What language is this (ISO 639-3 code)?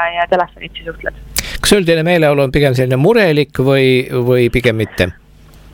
est